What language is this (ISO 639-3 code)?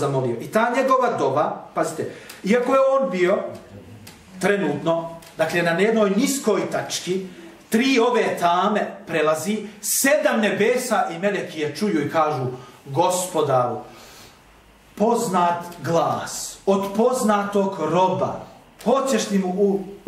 bos